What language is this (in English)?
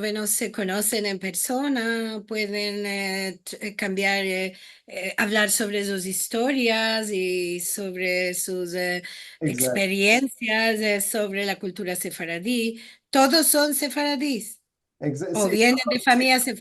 Ladino